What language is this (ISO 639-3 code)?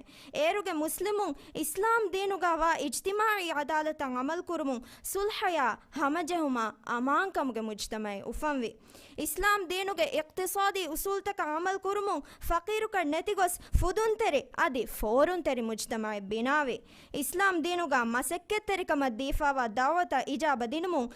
div